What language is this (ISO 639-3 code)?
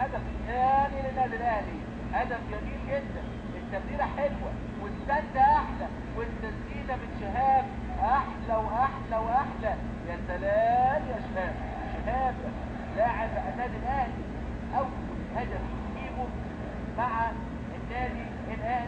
arz